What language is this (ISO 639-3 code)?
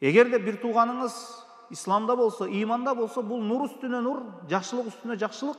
kir